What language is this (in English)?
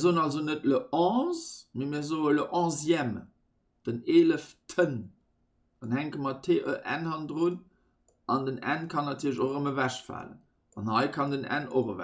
Luxembourgish